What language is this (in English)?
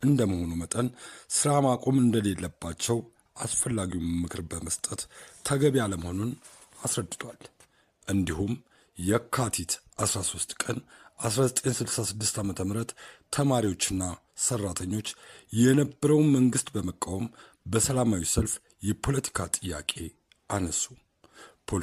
Amharic